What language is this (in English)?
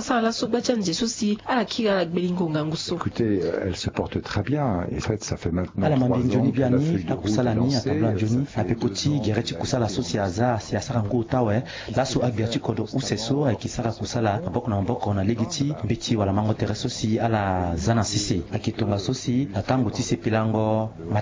Sango